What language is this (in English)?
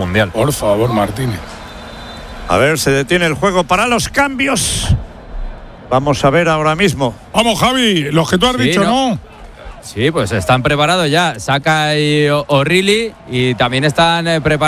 Spanish